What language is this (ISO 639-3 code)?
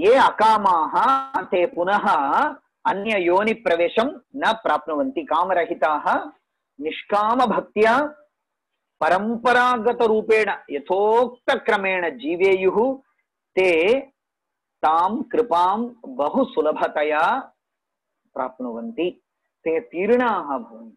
san